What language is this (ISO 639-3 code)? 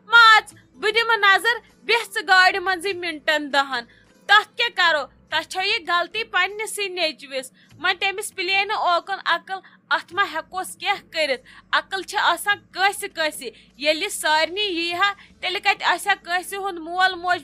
kas